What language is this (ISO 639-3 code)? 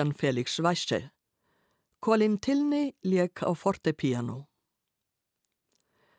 isl